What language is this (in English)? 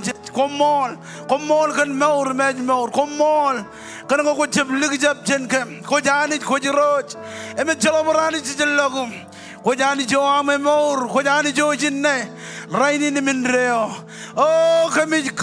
Marshallese